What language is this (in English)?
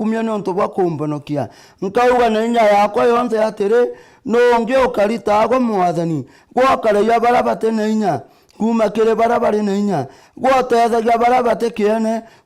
Meru